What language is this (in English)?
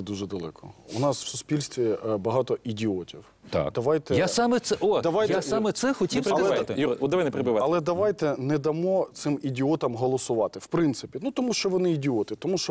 Ukrainian